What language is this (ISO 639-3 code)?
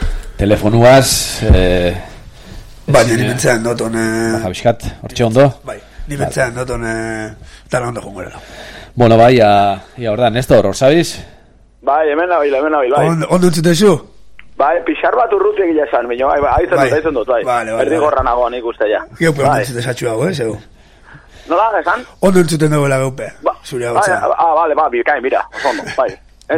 eus